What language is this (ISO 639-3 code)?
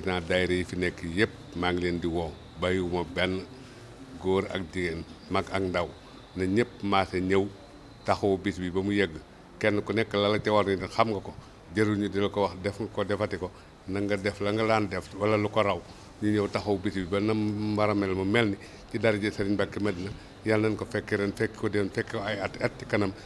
wol